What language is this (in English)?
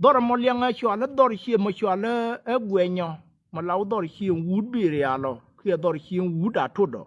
Nuer